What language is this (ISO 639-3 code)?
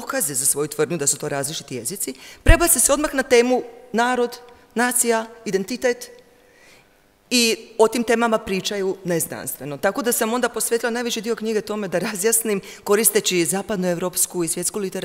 hrv